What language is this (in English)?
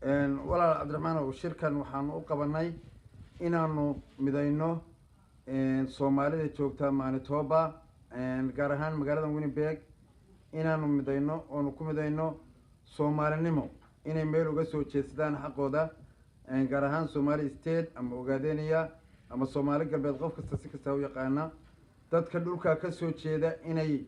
Somali